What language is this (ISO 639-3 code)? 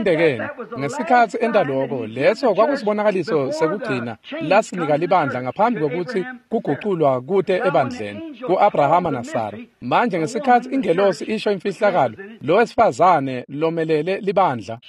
ssw